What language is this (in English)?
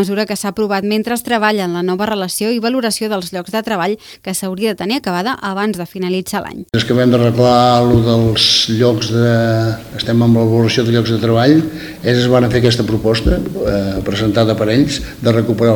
Catalan